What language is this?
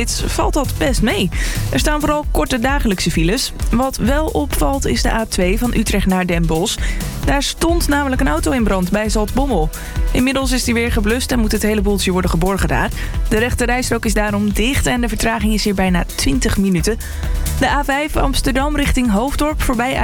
Dutch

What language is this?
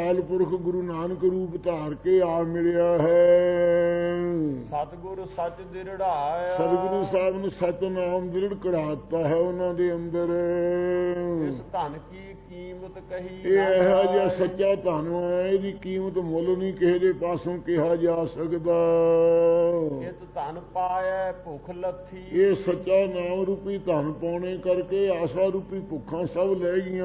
Punjabi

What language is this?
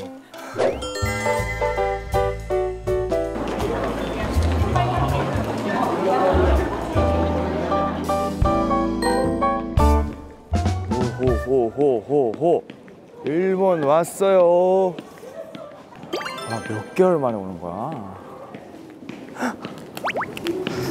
Korean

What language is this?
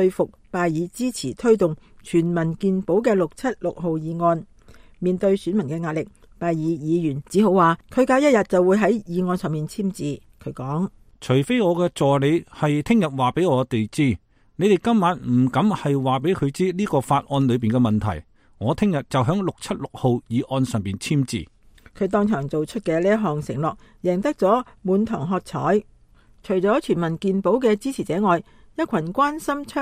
Cantonese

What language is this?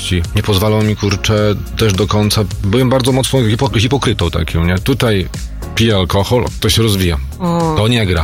Polish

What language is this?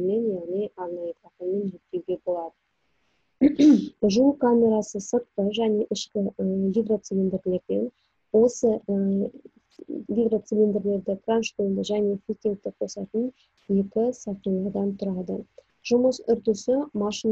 Kazakh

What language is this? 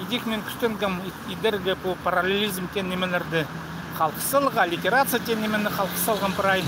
Khakas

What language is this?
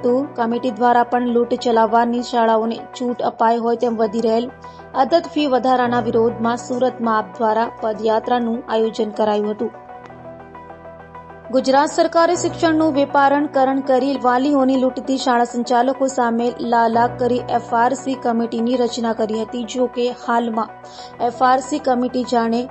Gujarati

